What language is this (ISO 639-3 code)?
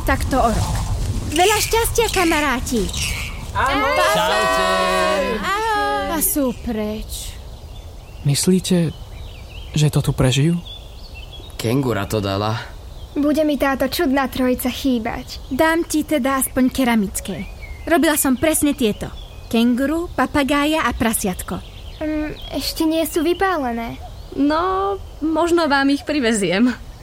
slk